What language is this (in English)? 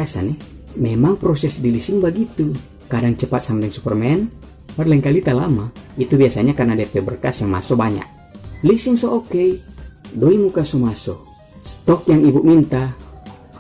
Manado Malay